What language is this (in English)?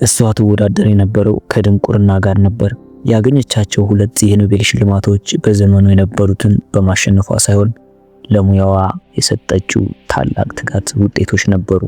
Amharic